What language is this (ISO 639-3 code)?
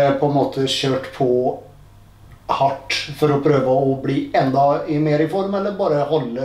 nor